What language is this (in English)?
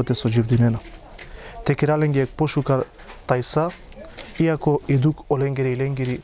Macedonian